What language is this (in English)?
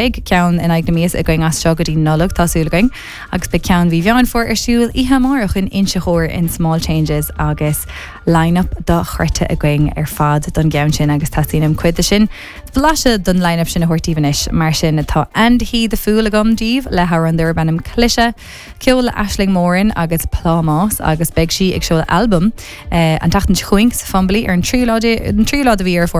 Irish